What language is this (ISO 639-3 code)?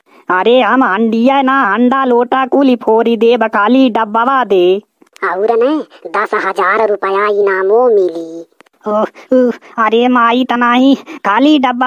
bho